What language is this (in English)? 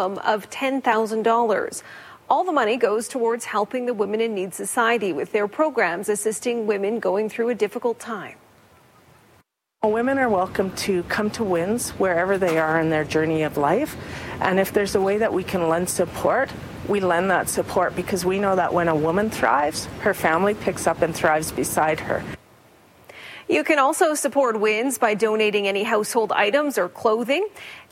English